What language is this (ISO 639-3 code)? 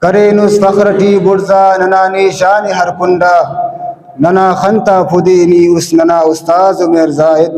brh